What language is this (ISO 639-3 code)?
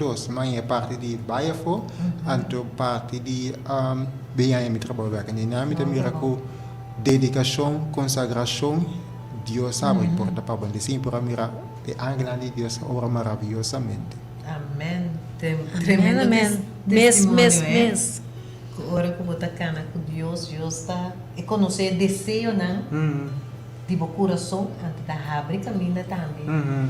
pap